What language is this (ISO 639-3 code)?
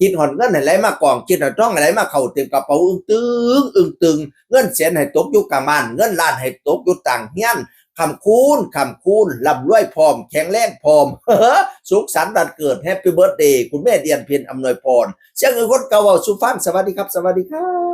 tts